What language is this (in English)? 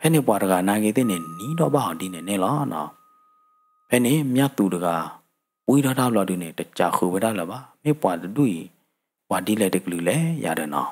S'gaw Karen